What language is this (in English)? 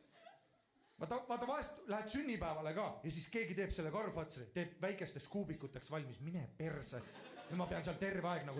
Estonian